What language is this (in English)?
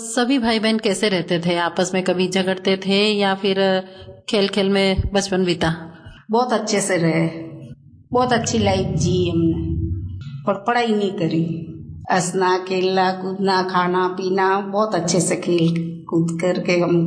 Hindi